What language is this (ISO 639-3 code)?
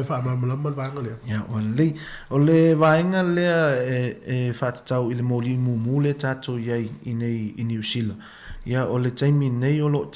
smo